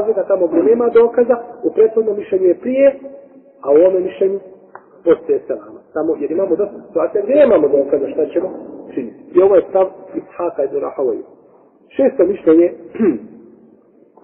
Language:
Bosnian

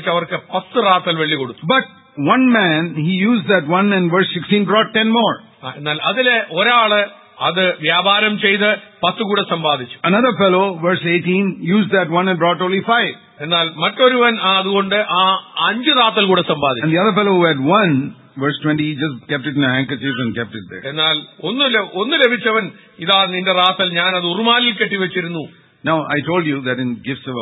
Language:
Malayalam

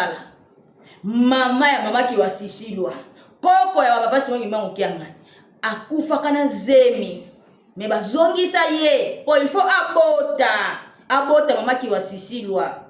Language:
Lingala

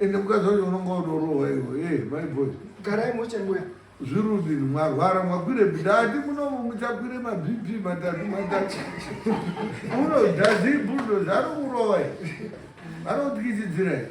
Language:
Shona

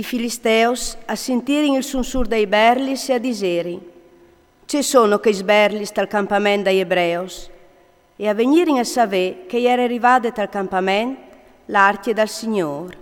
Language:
Friulian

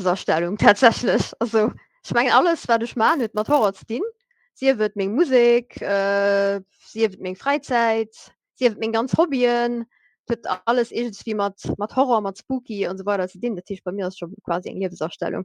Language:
Luxembourgish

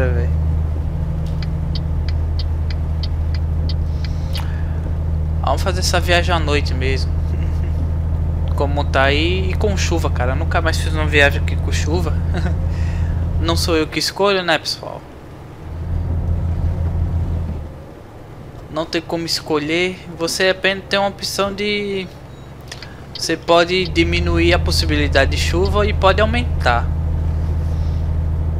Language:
Portuguese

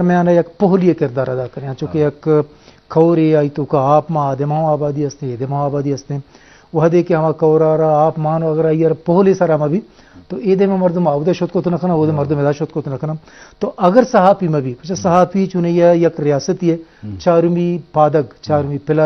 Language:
Eastern Balochi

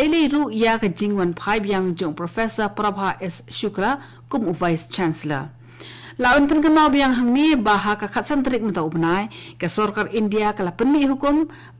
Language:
Khasi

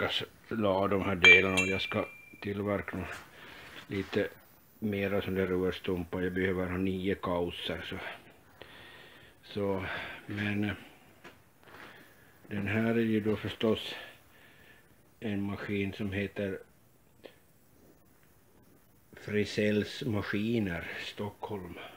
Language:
Swedish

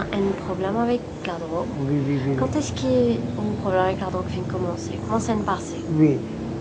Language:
Morisyen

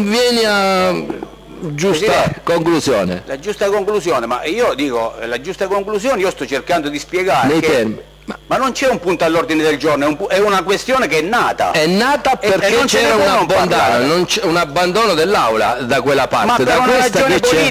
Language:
Italian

